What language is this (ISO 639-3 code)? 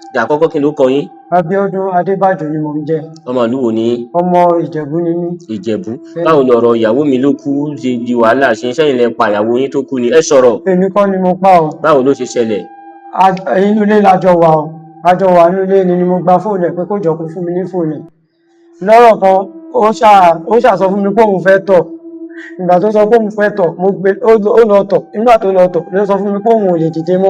yor